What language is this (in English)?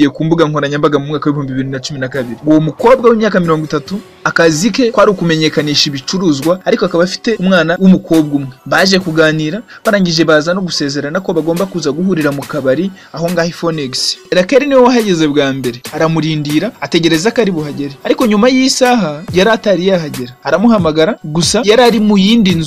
Kinyarwanda